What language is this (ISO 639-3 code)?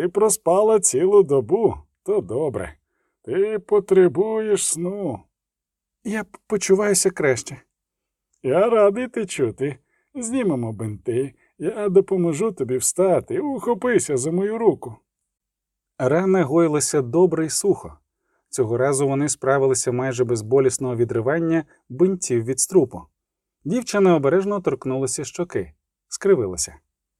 ukr